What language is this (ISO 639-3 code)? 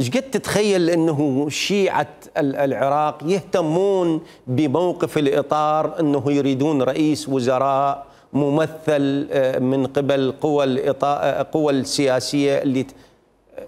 acm